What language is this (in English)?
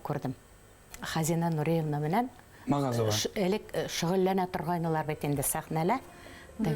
Bashkir